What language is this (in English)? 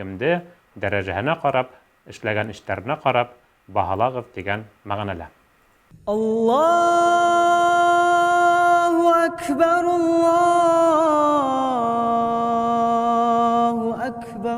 Bashkir